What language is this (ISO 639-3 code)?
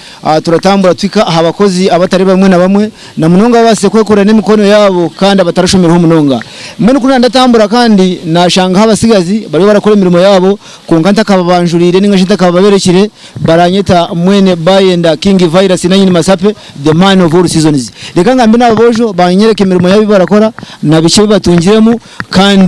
nyn